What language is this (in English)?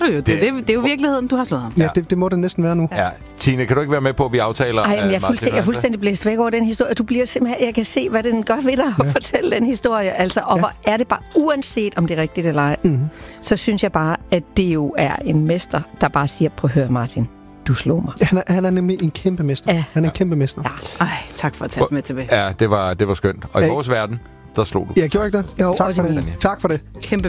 Danish